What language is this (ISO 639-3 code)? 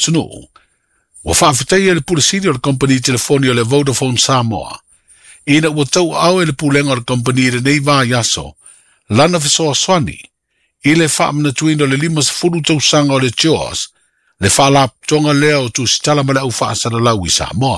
smo